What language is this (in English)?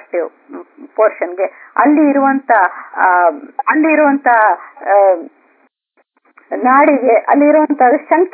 Kannada